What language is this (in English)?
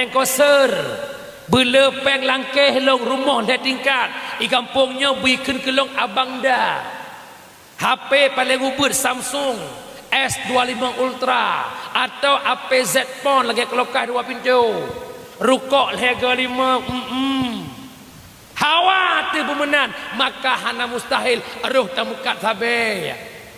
Achinese